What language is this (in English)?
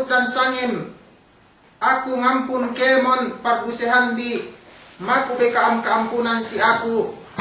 Yakan